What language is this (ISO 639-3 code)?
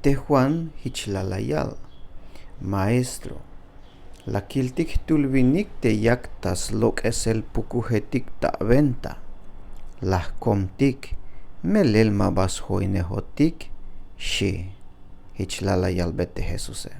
tzh